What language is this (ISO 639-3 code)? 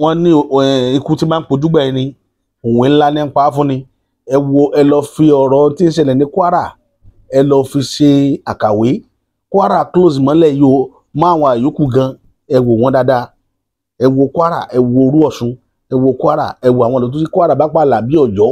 yor